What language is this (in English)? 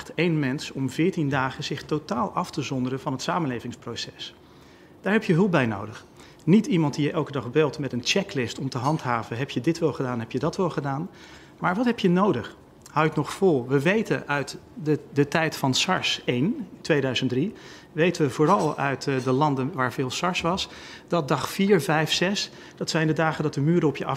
Dutch